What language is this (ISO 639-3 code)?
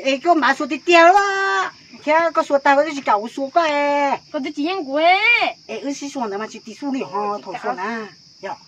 hmn